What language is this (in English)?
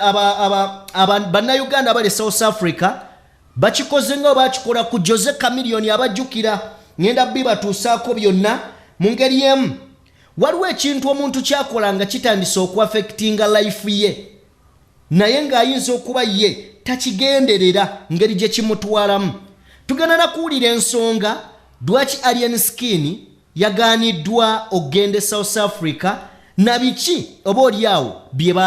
Ganda